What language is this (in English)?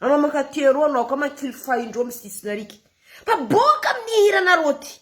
Malagasy